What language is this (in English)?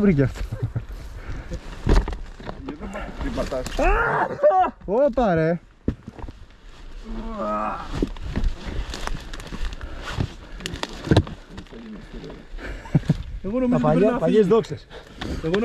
Greek